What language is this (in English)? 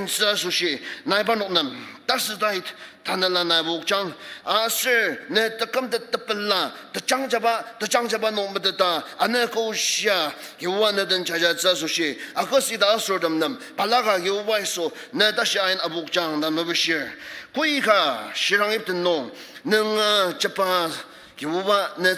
Ao Naga